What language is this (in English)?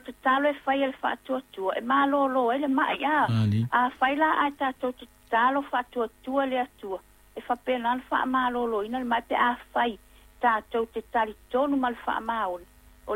Samoan